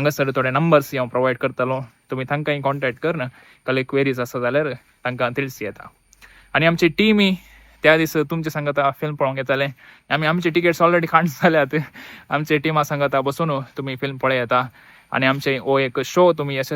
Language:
Konkani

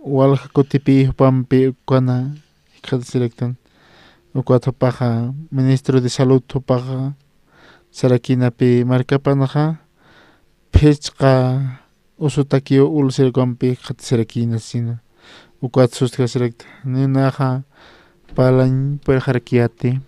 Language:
Aymara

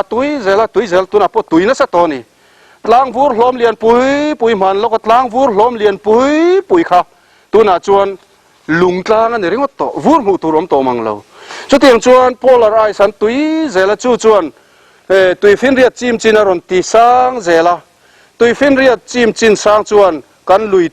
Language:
Mizo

